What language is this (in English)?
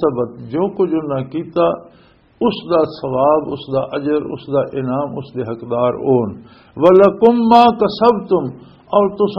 Western Panjabi